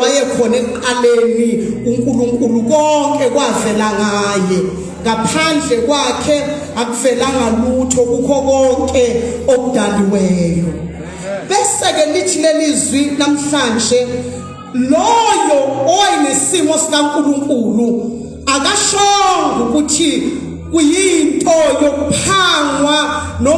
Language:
Zulu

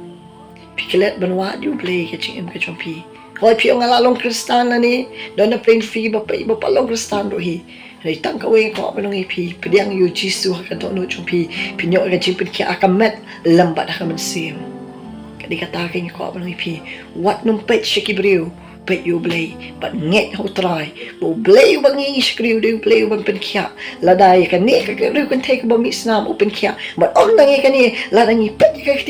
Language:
Khasi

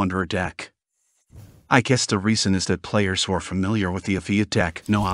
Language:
English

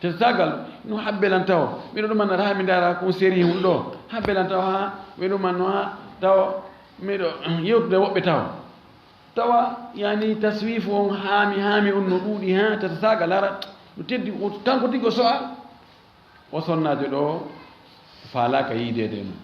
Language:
Fula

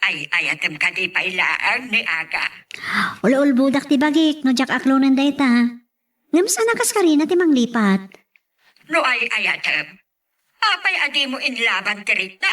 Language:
Iloko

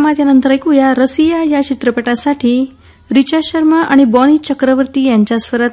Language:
Marathi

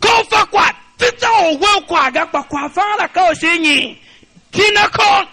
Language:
Tiv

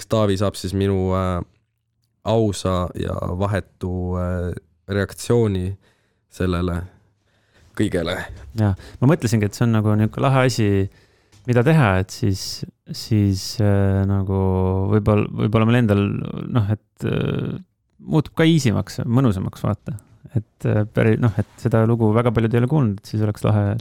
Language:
Estonian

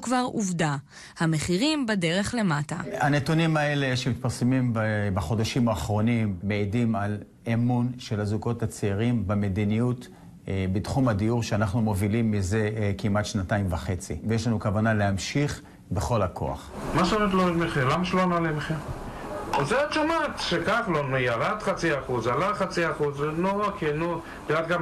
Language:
Hebrew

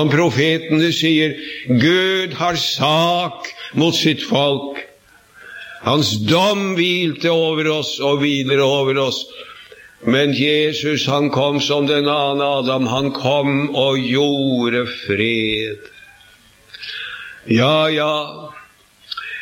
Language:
Norwegian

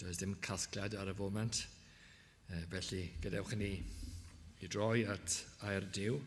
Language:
Welsh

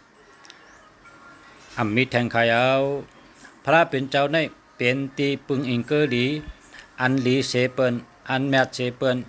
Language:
Shan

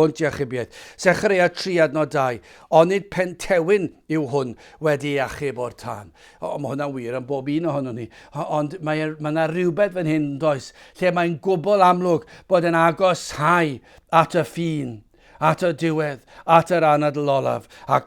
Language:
Welsh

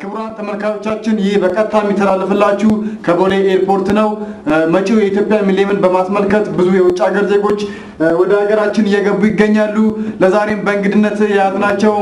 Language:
Amharic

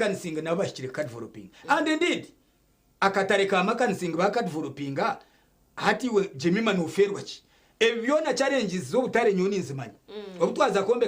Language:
Nyankole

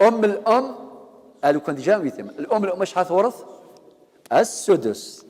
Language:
Kabyle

